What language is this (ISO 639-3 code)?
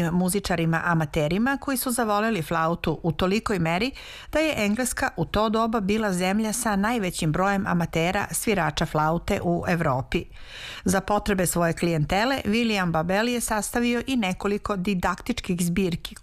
srp